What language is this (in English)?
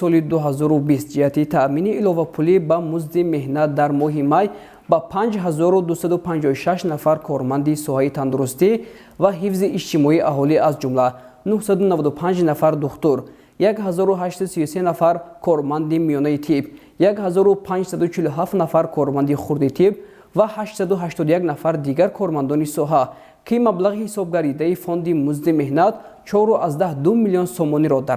Tajik